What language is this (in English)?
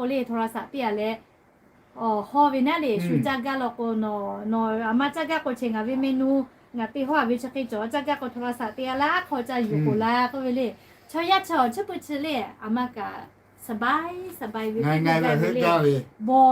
Lahu